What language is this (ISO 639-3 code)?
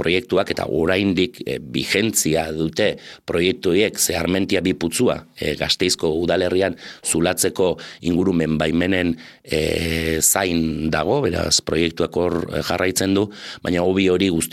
eus